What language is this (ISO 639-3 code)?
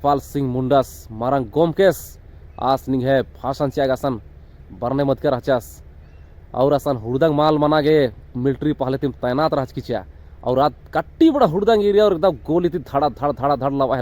kru